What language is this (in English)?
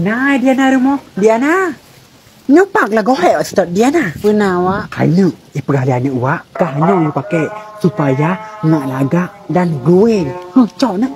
Achinese